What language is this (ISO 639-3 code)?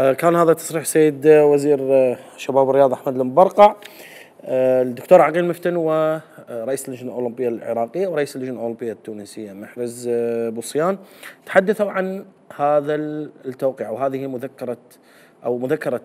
acm